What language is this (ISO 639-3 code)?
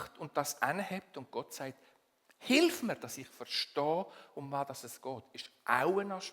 gsw